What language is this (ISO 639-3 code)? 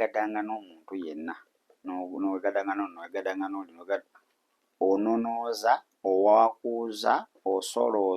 lug